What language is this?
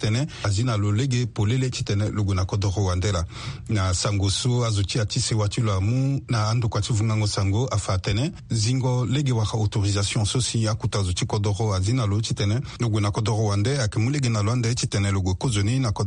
Sango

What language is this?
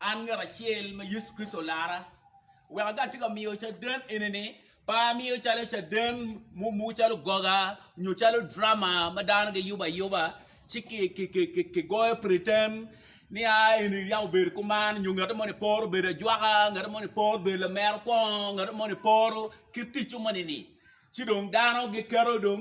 Acoli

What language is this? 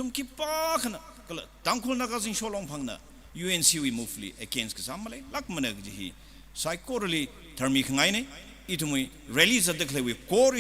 Tangkhul Naga (India)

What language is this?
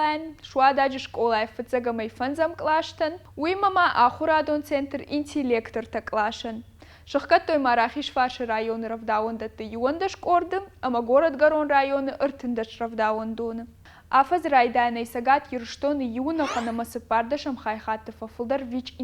Ossetic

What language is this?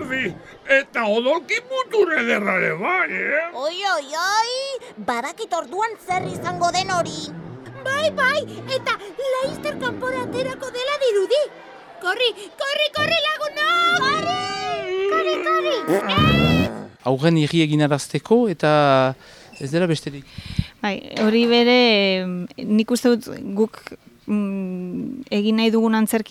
Basque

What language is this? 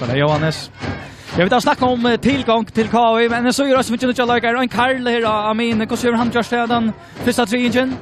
Faroese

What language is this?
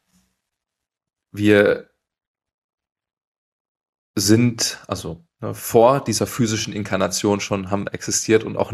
German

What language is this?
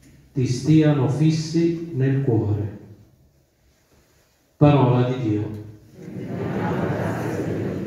Italian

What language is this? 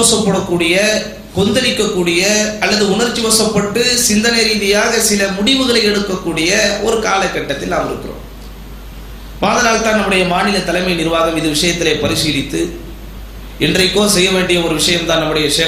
Tamil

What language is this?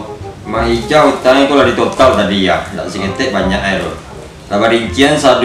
Minangkabau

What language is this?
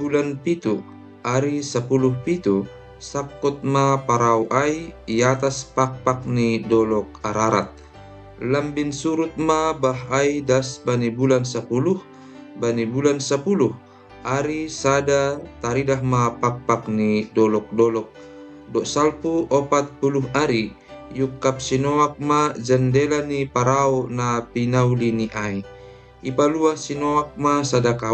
Batak Simalungun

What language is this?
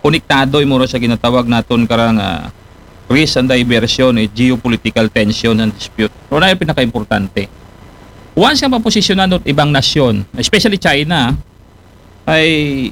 Aklanon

